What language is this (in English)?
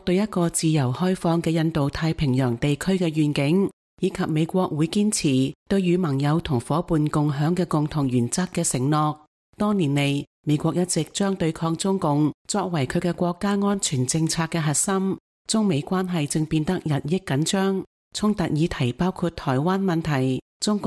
Cantonese